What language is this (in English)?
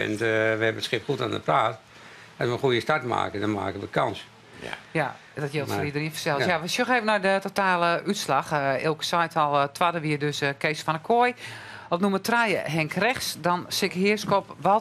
Western Frisian